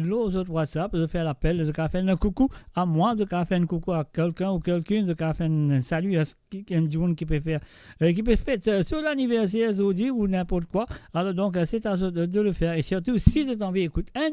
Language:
Morisyen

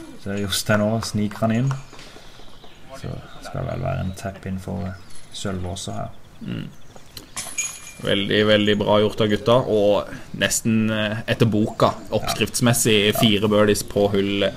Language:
Norwegian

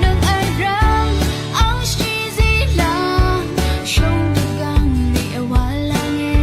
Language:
Rawang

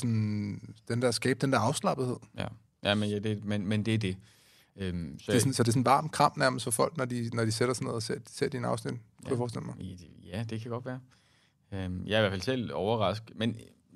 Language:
Danish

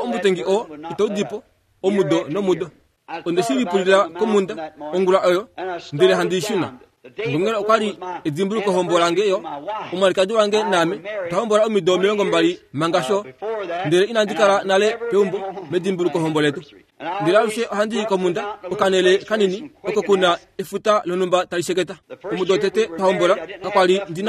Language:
Kuanyama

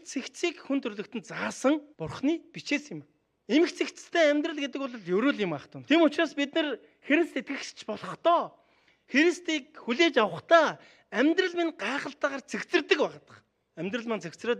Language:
Mongolian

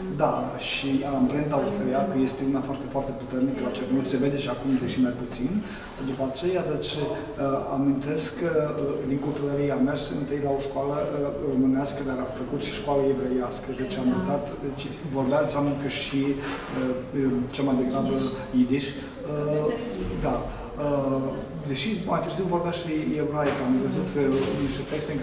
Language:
Romanian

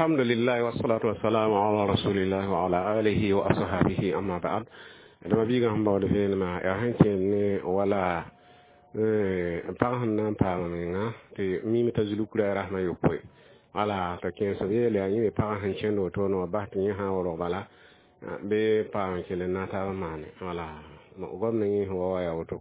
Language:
Mossi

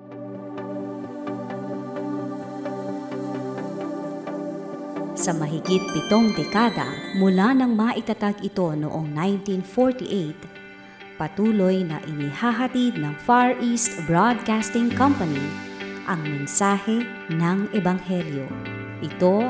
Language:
Filipino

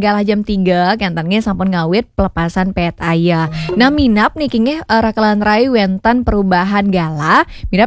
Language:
Balinese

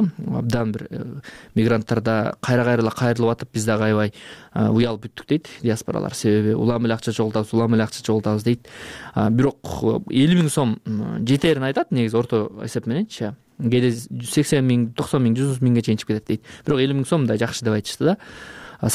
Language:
Kyrgyz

